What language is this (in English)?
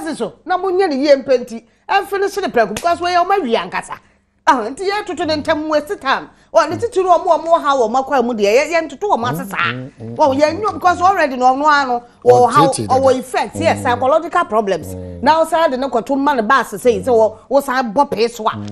Akan